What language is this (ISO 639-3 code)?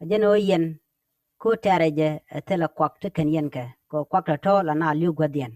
nus